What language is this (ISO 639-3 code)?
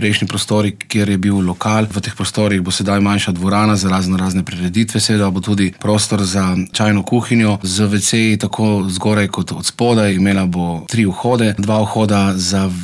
slv